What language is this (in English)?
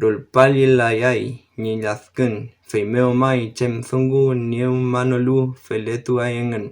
Mapuche